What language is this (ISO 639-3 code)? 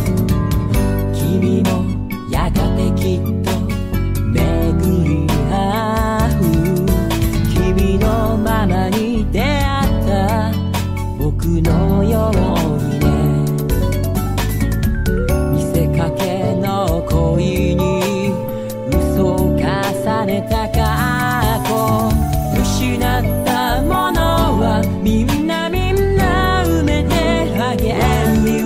jpn